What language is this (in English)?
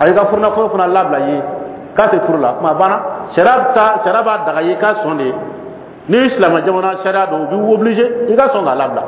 Dyula